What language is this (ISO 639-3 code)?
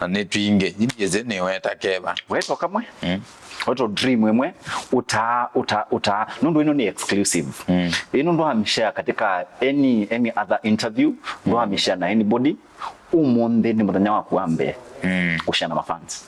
kam